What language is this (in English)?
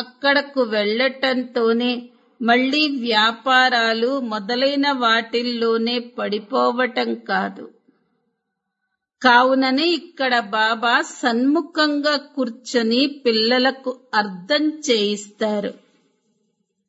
Telugu